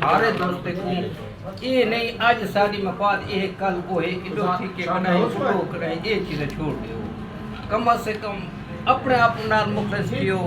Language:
Eastern Balochi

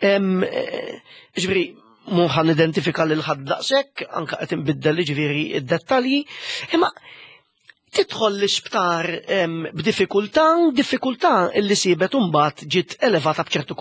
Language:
Maltese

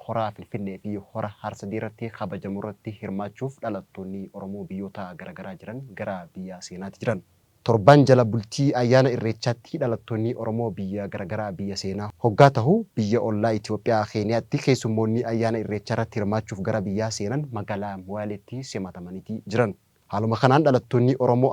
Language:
Oromo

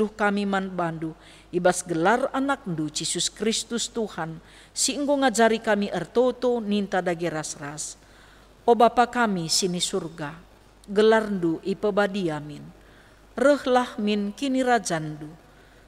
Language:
Batak Karo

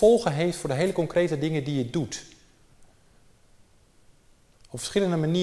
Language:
Dutch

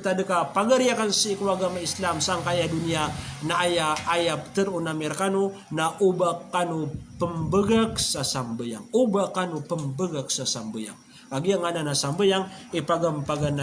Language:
Maranao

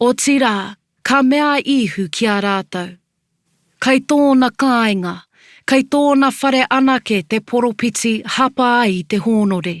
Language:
Māori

